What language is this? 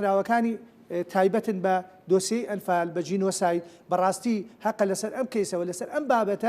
Central Kurdish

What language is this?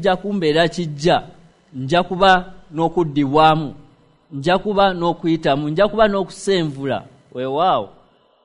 Ganda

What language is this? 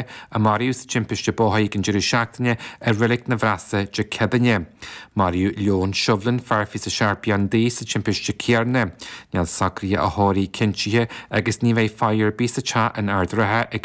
Irish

